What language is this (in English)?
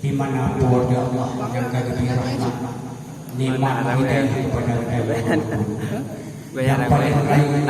Achinese